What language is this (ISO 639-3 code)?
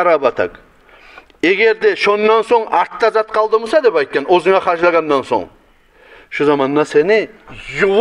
kum